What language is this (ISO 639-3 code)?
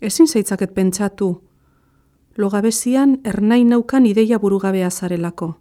eus